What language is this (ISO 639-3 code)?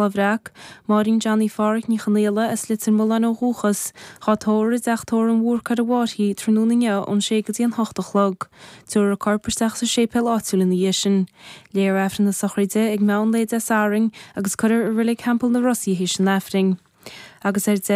gle